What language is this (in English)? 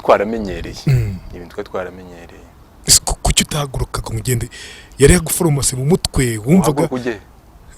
Kinyarwanda